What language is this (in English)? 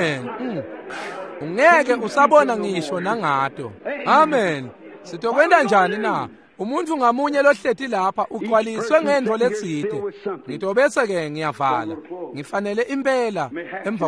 Swati